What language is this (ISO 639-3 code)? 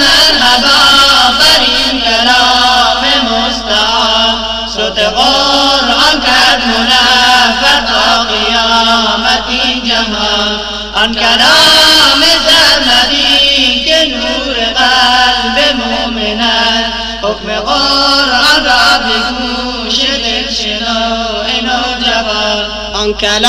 fas